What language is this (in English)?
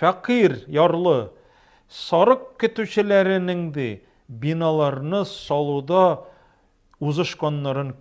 Tatar